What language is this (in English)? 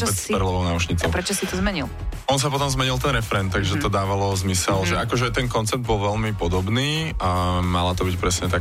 Slovak